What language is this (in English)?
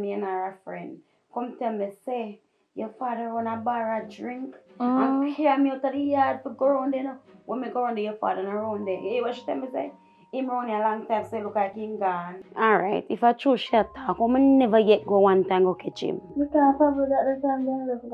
Jamaican Creole English